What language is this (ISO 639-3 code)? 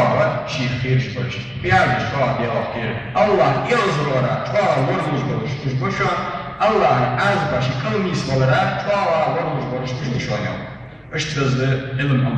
inh